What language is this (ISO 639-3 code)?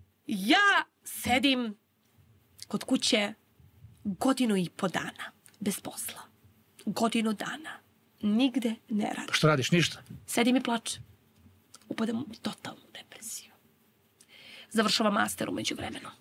srp